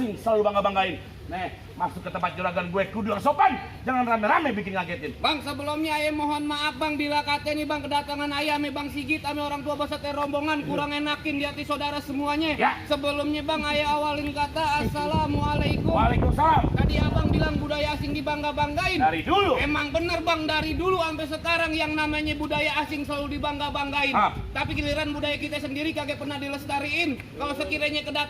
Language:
Betawi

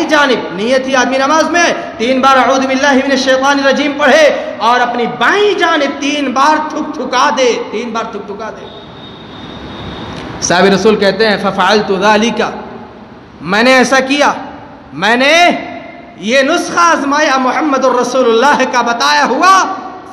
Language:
Urdu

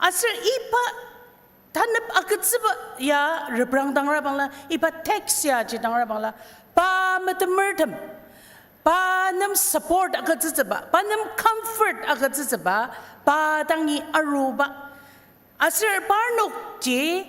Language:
Ao Naga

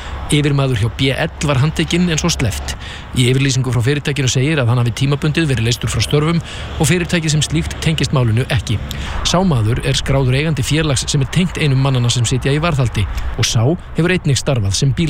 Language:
Icelandic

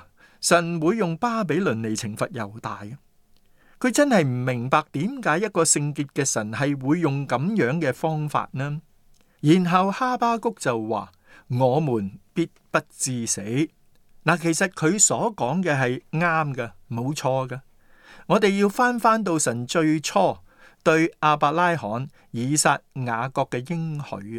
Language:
Cantonese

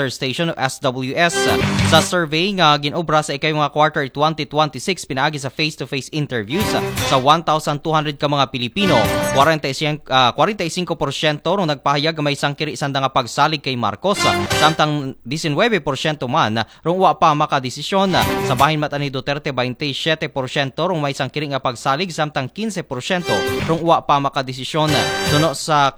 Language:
Aklanon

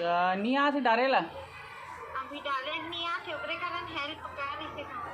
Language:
Chhattisgarhi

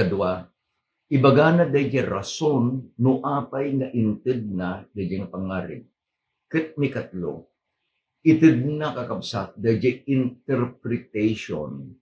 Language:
Iloko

